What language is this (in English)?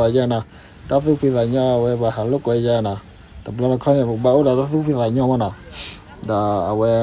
S'gaw Karen